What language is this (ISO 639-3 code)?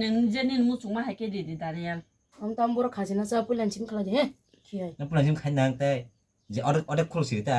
trp